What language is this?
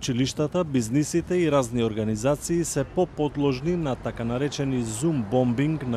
Macedonian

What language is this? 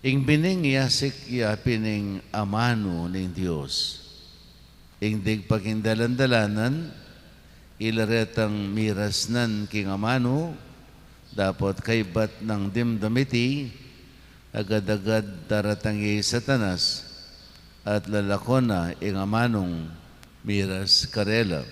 Pampanga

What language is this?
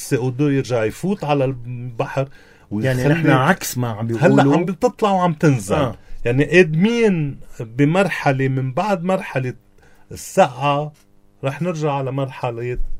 North Levantine Arabic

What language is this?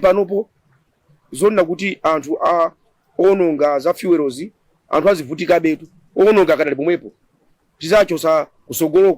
Nyanja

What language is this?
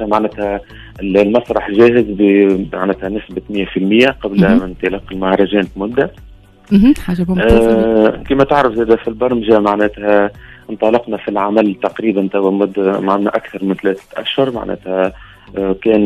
Tunisian Arabic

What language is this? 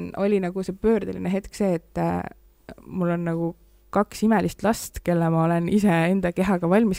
Estonian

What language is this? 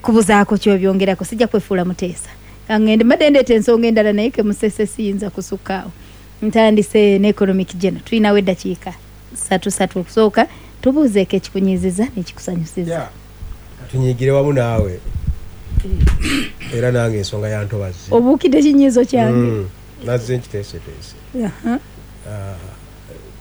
Ganda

